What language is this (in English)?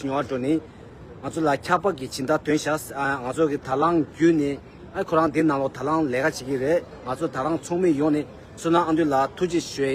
Tibetan